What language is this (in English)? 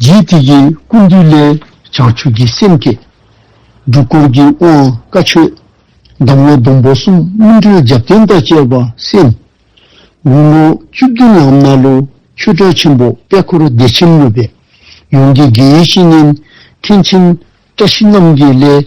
Dzongkha